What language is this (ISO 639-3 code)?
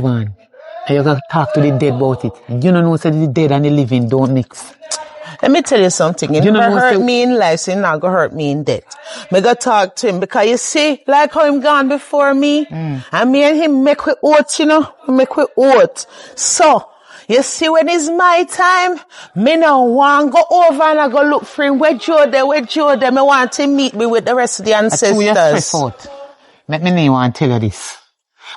jam